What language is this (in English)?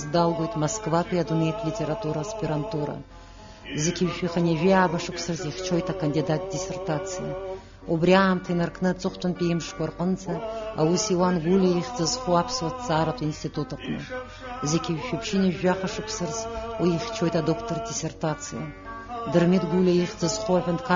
Abkhazian